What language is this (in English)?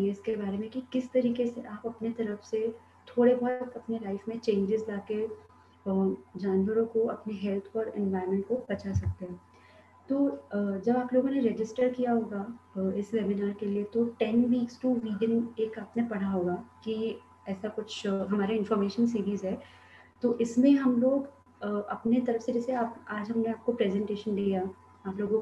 Hindi